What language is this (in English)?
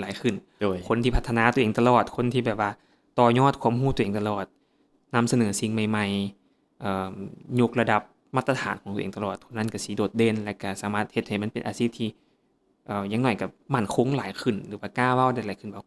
Lao